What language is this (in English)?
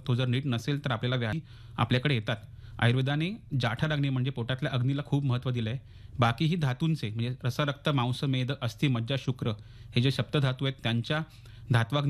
Marathi